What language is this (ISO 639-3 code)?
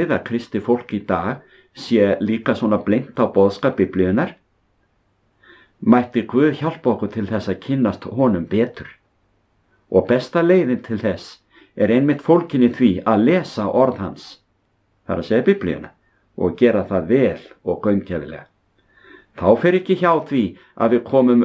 isl